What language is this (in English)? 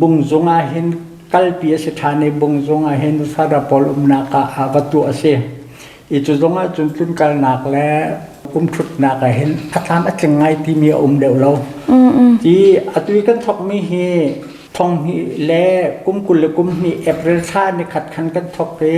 Hakha Chin